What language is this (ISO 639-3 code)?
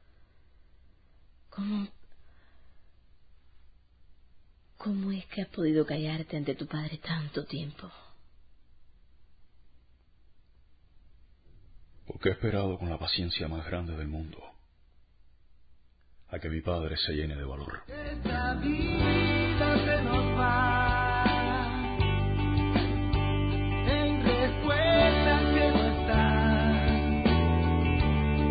spa